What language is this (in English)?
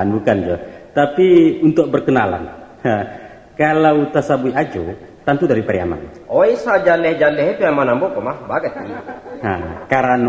Minangkabau